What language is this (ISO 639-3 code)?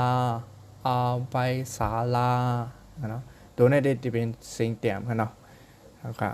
shn